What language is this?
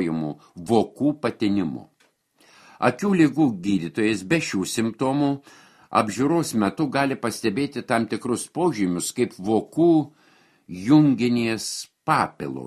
Lithuanian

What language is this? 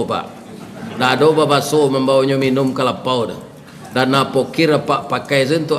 Minangkabau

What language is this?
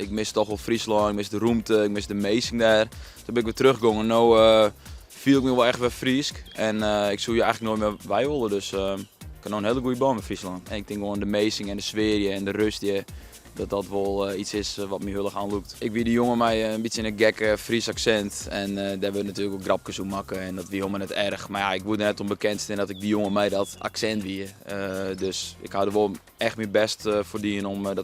Western Frisian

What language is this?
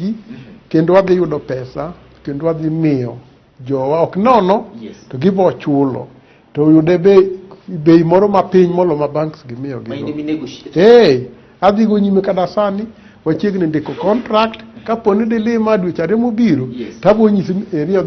Luo (Kenya and Tanzania)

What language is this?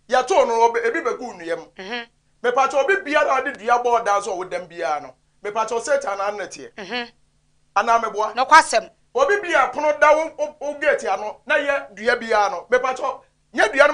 Akan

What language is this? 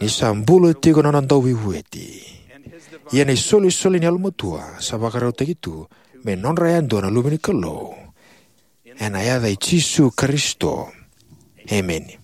Fijian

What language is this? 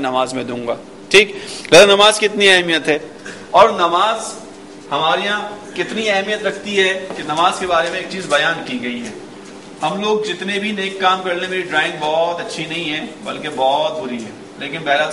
Urdu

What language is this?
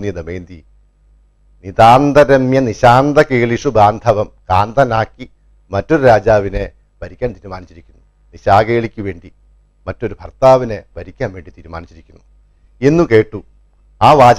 Malayalam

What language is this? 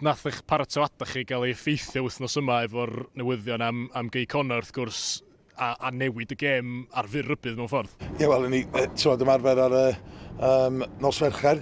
Welsh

